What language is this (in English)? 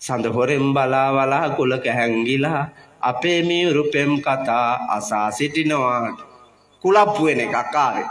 Sinhala